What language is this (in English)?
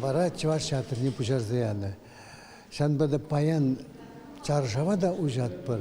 Chuvash